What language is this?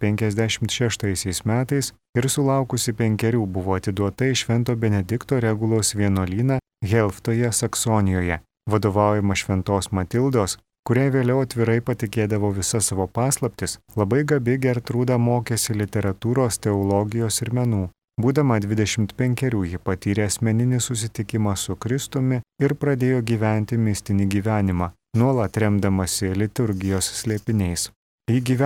Lithuanian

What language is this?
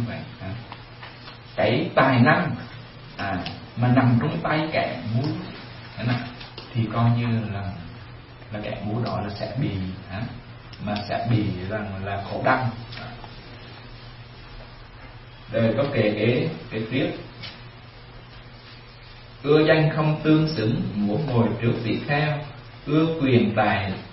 Vietnamese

